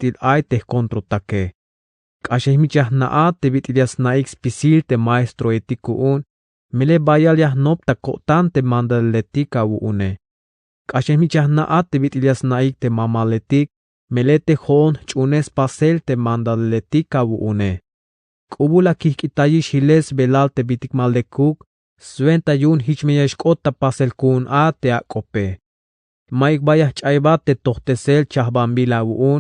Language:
Tzeltal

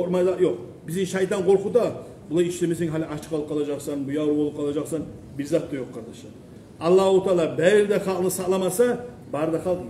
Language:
Kumyk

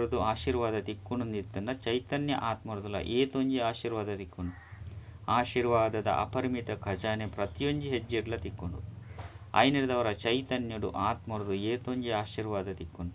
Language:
Tulu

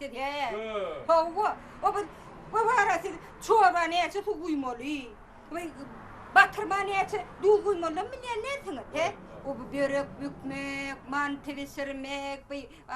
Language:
Turkmen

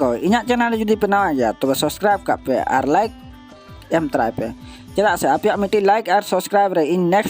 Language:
Santali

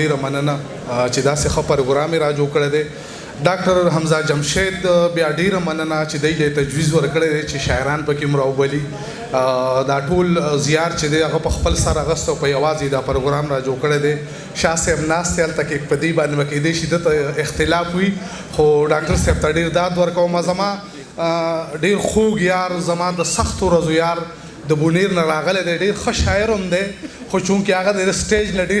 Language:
Pashto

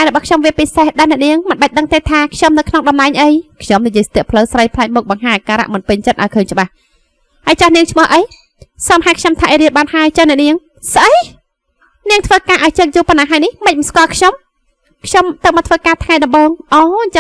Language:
Khmer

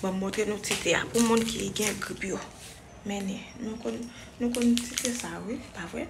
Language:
Haitian Creole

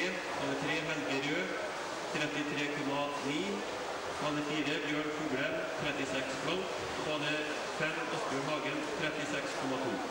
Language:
Norwegian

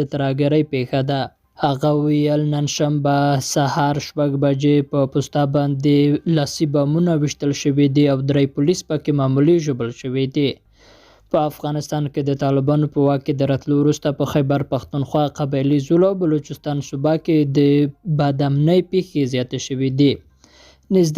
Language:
Pashto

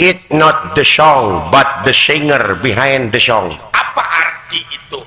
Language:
Sundanese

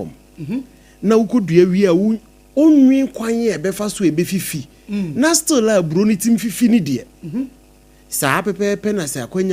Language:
Akan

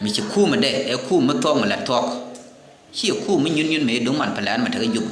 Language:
Nuer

